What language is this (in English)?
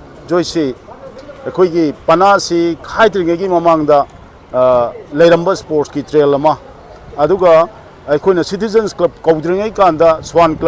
Manipuri